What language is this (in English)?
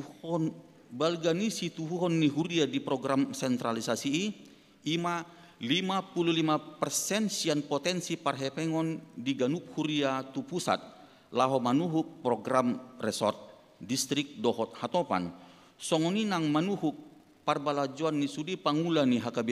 Batak Toba